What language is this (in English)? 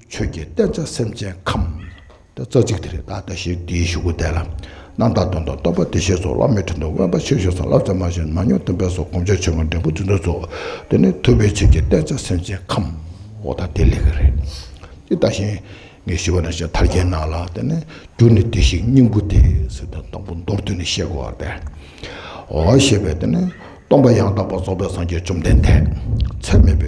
Tibetan